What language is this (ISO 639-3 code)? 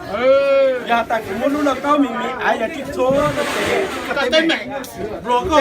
hmn